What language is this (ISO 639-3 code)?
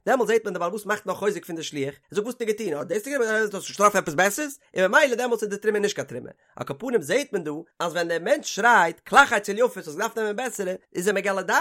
yid